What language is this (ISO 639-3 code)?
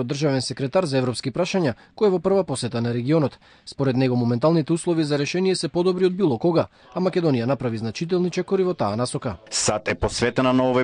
mkd